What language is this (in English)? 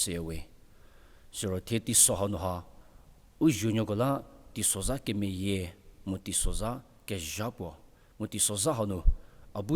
Angami Naga